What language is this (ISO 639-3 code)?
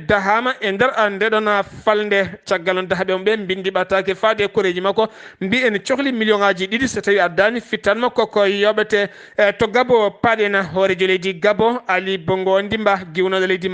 ful